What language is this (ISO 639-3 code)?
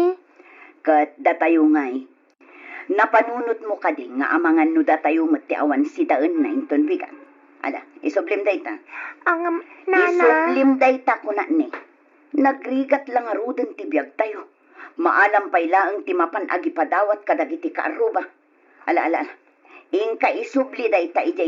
ilo